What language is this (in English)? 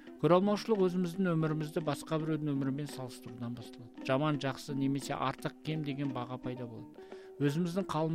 Kazakh